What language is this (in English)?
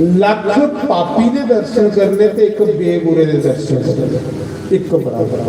Dogri